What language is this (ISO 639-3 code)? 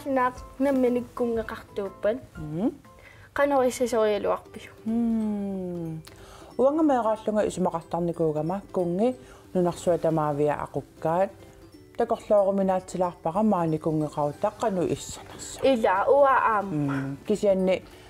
kal